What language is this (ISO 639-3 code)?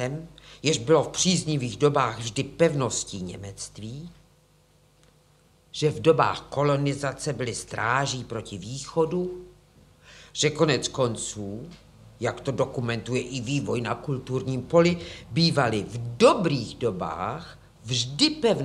ces